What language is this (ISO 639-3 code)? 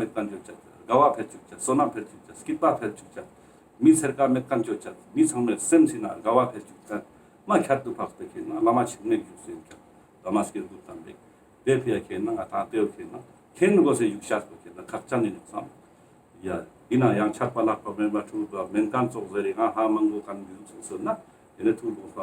lbj